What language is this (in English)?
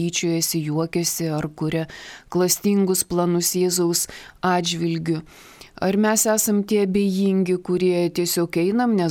Lithuanian